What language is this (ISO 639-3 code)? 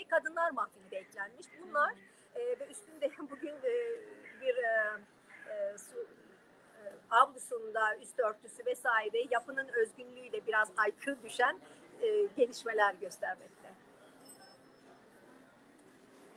tur